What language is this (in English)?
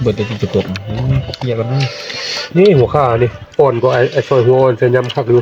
Northeastern Thai